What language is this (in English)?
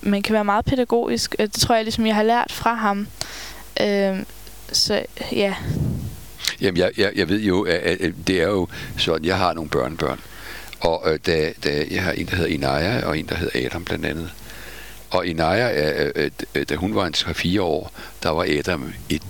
Danish